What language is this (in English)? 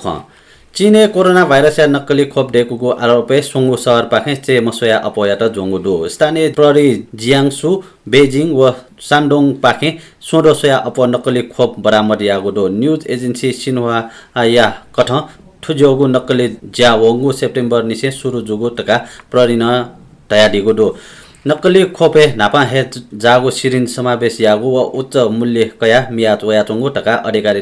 Newari